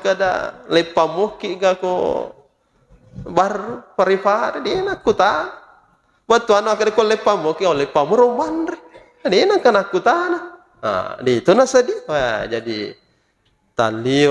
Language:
Buginese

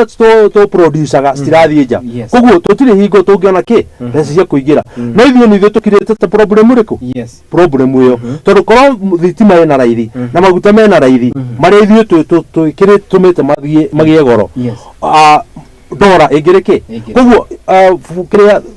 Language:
Kikuyu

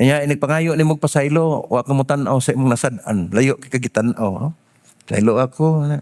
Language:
Cebuano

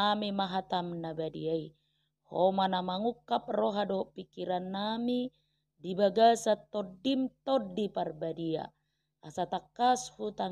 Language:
Batak Toba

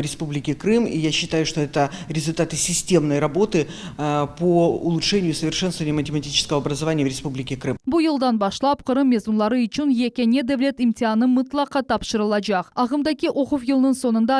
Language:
Crimean Tatar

